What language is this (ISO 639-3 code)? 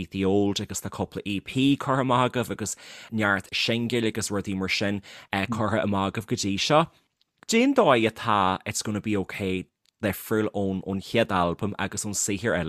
gle